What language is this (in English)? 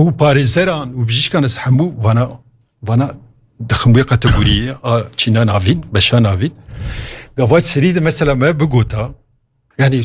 Kurdish